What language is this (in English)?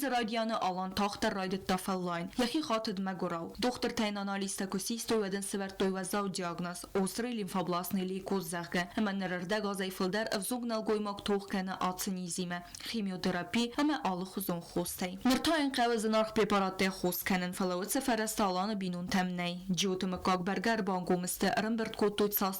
Ossetic